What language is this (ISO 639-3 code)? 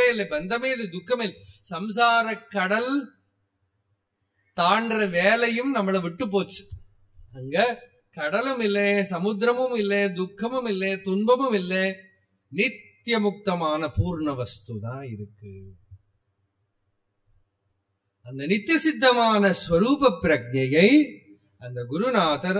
tam